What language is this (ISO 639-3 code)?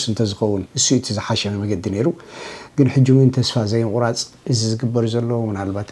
tir